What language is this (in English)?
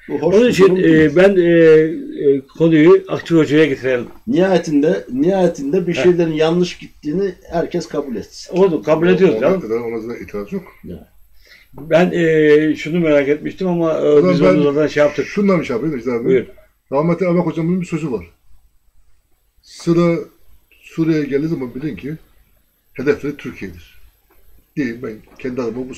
Turkish